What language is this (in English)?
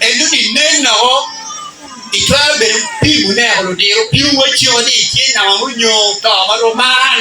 Acoli